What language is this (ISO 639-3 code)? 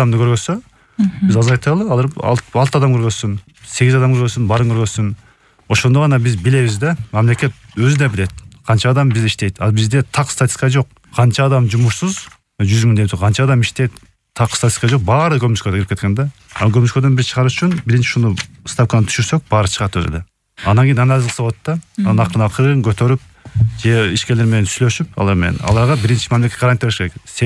kir